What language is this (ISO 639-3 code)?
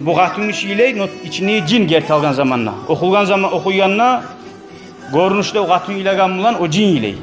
kum